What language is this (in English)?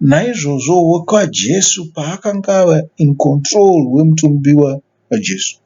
Shona